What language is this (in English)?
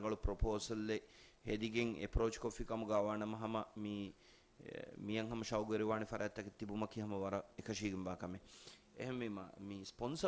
Divehi